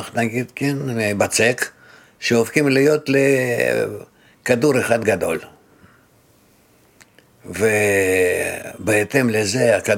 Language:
Hebrew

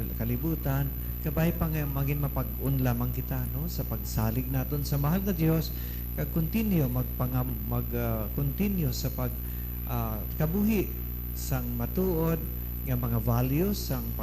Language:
Hiligaynon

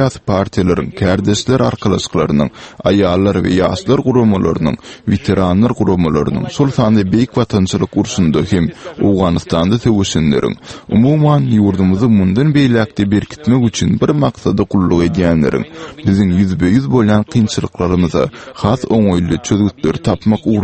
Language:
Turkmen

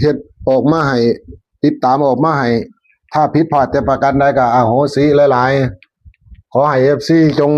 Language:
Northeastern Thai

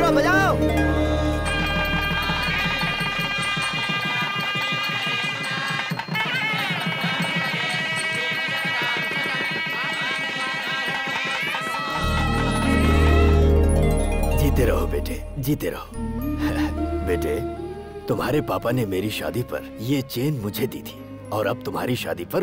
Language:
Hindi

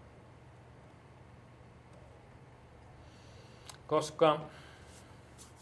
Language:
Finnish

